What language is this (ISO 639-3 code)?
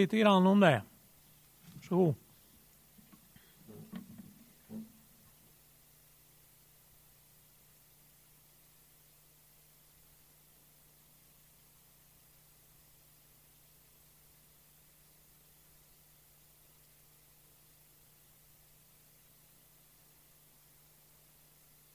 swe